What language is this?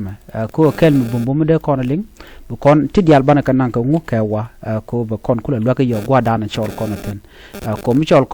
Nuer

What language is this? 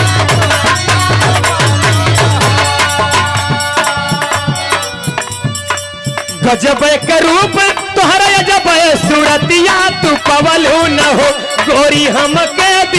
Bhojpuri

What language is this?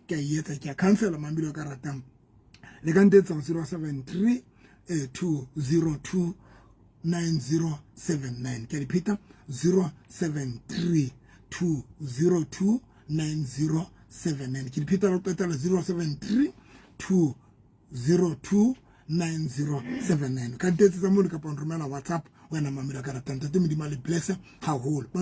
Southern Sotho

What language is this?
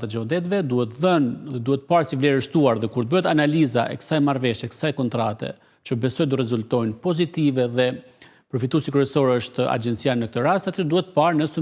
Albanian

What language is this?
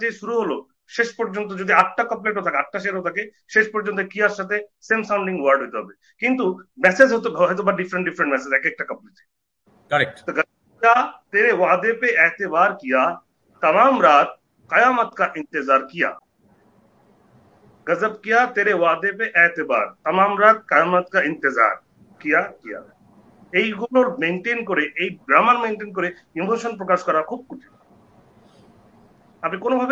Bangla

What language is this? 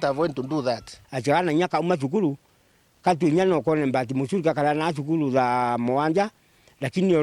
Meru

